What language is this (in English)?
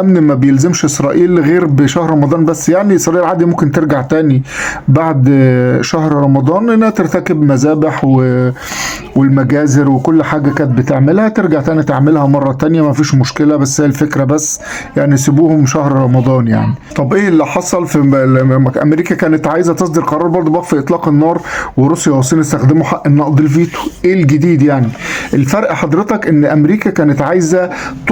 Egyptian Arabic